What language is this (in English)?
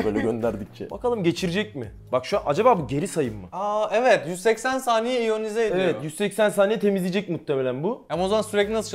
Turkish